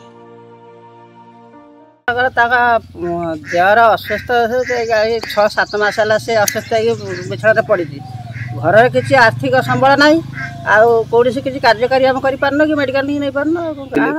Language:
Odia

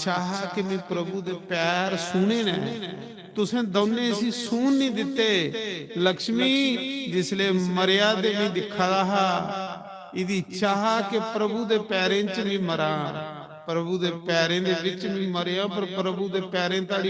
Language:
Dogri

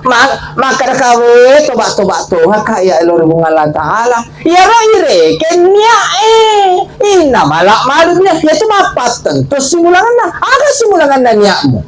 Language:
Buginese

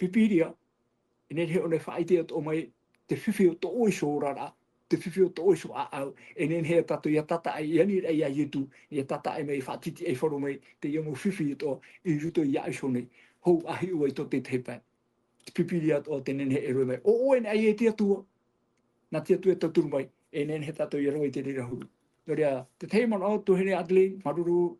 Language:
Tahitian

